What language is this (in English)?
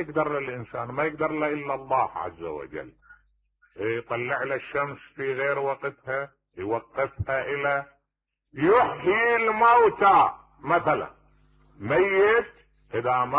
Mesopotamian Arabic